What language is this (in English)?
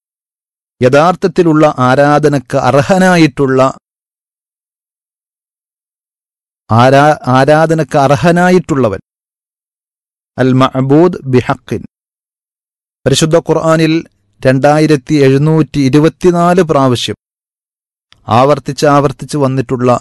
Malayalam